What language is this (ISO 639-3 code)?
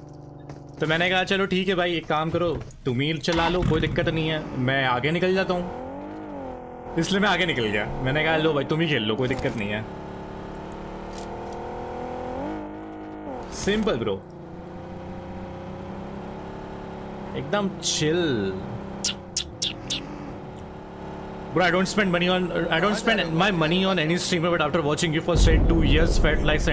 hin